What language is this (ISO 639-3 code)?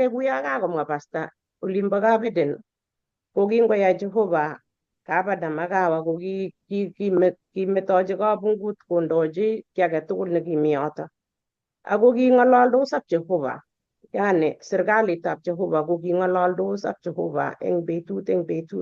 kln